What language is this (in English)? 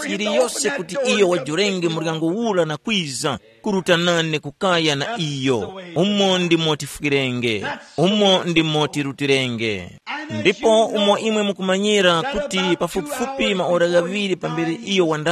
Tumbuka